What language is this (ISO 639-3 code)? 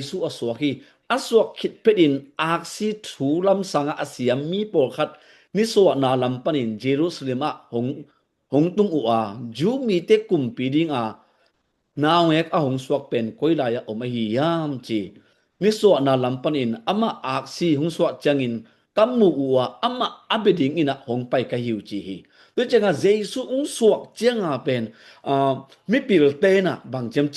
ctd